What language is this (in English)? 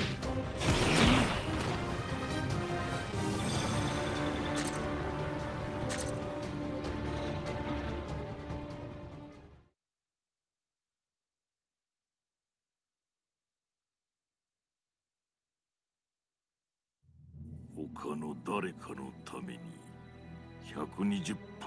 Japanese